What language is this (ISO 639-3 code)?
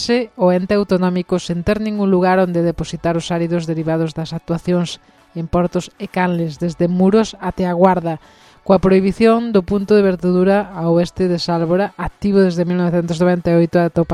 glg